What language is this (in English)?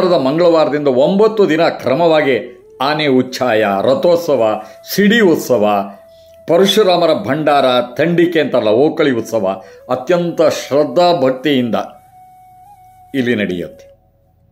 Kannada